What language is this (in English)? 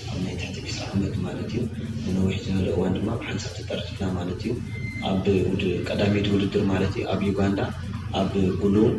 Tigrinya